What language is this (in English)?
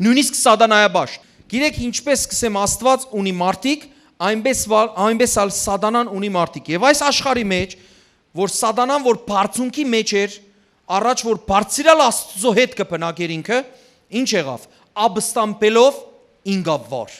Western Armenian